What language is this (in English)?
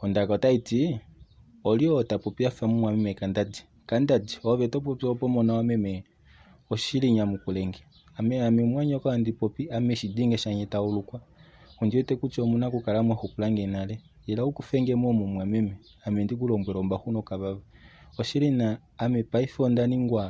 Kuanyama